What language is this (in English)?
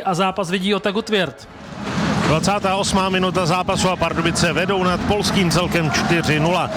Czech